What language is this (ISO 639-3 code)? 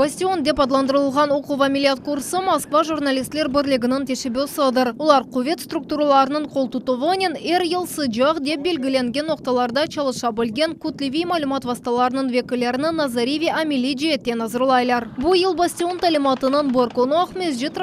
crh